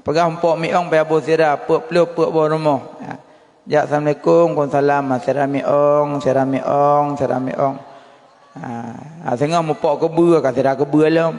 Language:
Achinese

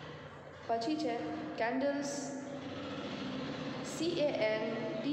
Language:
Gujarati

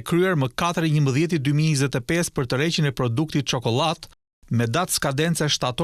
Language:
Albanian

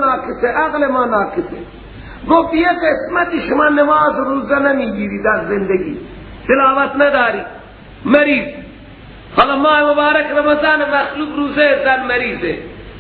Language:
Persian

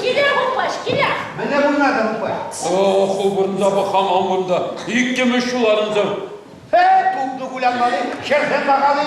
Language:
Chuvash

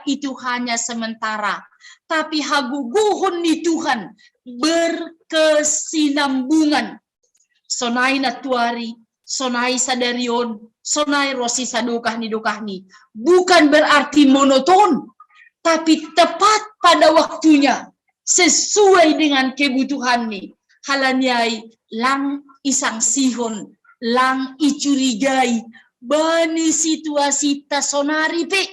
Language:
Batak Simalungun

